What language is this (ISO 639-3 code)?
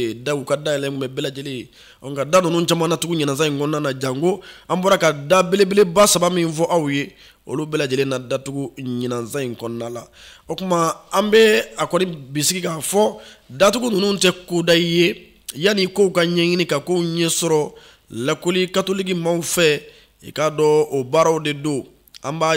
bam